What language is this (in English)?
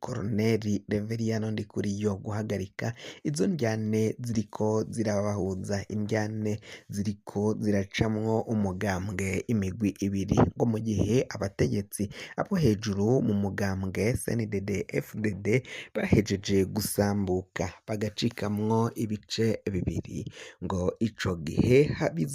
Rundi